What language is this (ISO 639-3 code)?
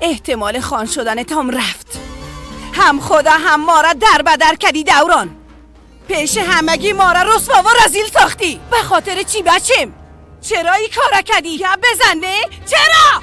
fas